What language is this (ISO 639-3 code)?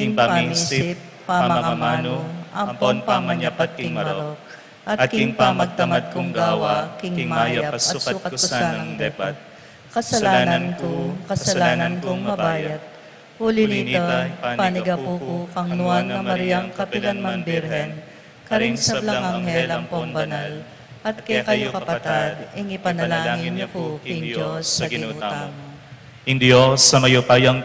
pam